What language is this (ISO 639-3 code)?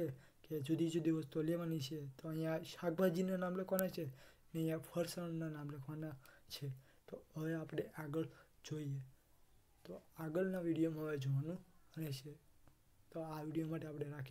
guj